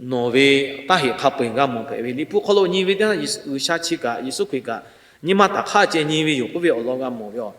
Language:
Lahu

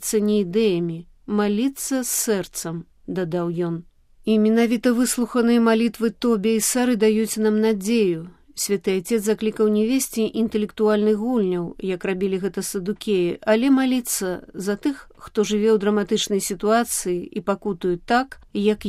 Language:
Belarusian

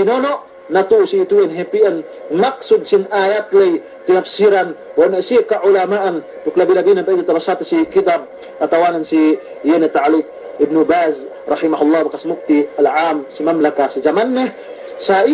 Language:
Yakan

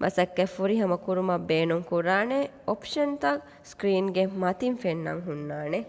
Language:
Divehi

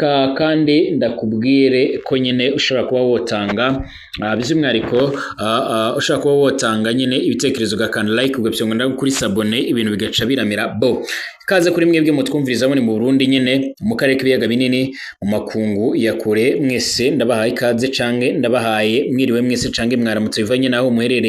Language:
Rundi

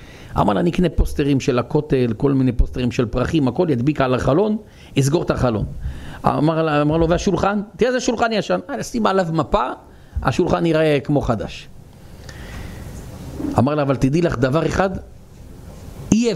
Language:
Hebrew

